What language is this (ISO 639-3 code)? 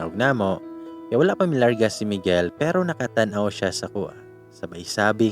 ceb